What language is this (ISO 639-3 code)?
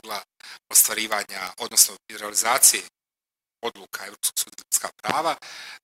bos